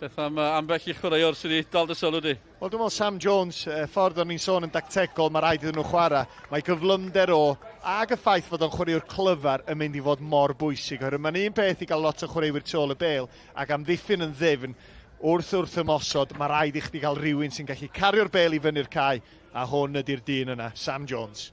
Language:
Welsh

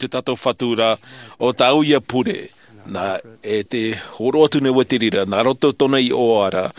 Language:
Tahitian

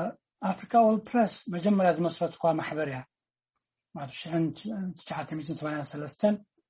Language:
Tigrinya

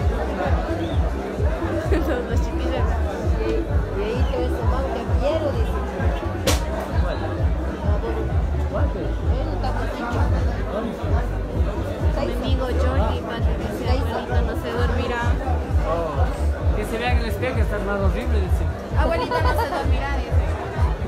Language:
Spanish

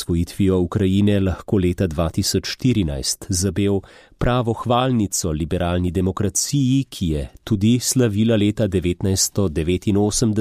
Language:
Slovenian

